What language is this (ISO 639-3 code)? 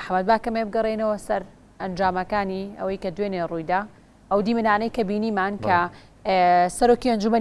ckb